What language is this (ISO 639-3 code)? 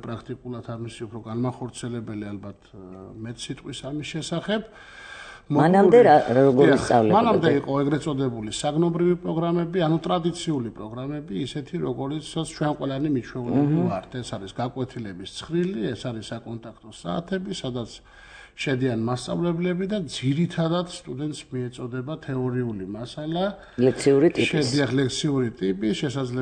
kat